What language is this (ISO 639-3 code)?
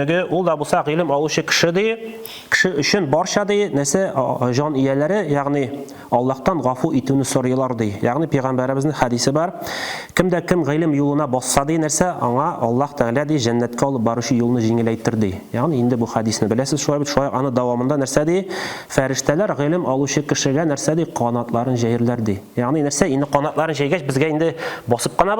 tat